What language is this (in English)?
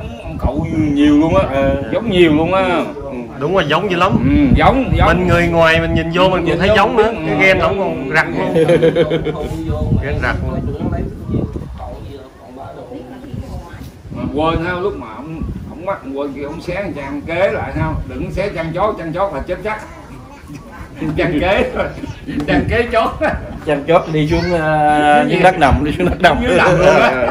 Vietnamese